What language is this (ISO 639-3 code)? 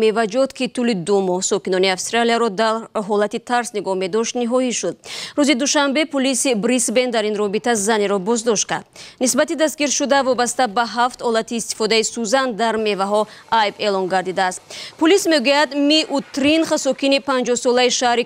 tgk